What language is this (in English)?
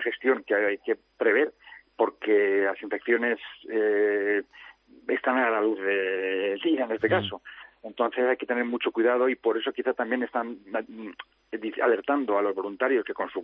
Spanish